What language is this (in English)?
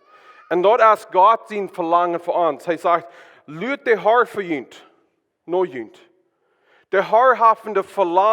Plautdietsch